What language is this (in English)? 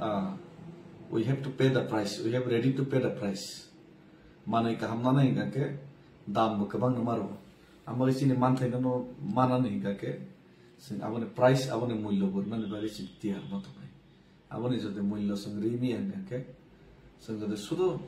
Kok Borok